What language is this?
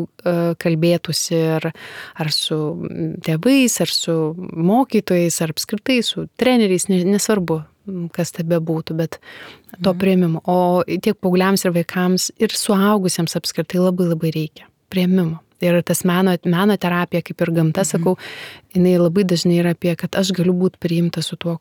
Lithuanian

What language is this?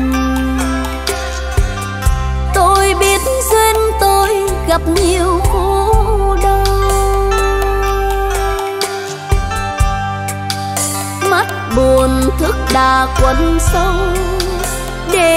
Vietnamese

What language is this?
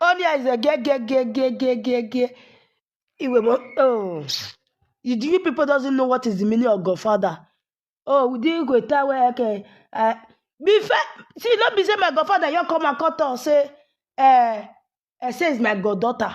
Nigerian Pidgin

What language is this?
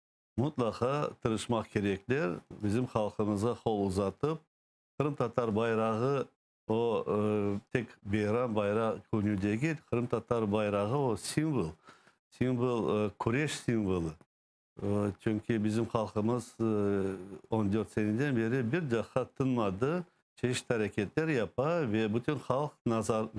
Crimean Tatar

